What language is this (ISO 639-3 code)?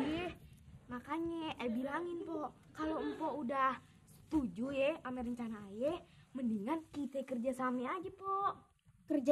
bew